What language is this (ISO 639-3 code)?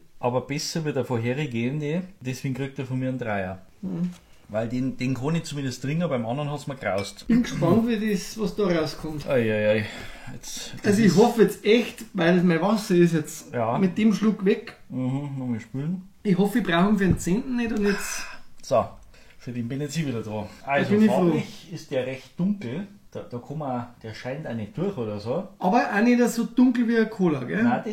bar